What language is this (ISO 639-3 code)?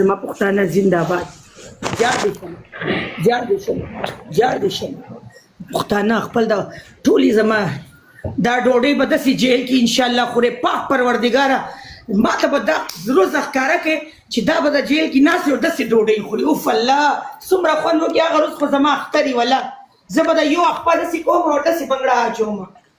pus